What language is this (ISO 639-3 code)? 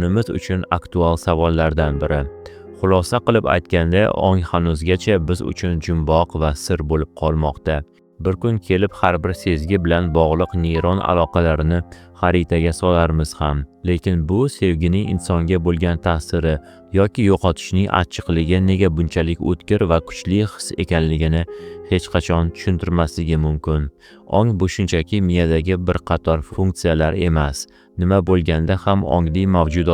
uzb